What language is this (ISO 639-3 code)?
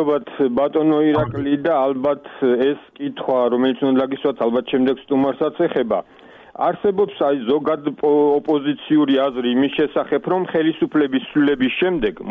kat